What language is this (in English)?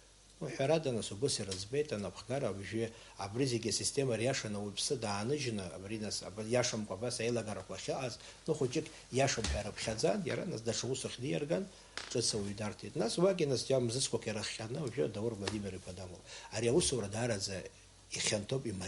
Abkhazian